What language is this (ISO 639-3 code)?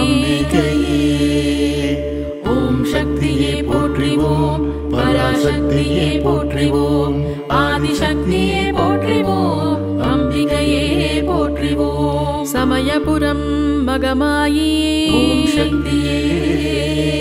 tam